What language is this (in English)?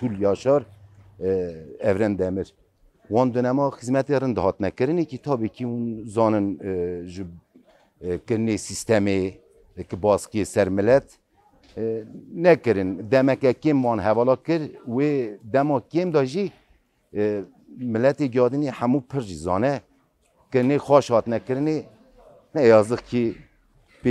Kurdish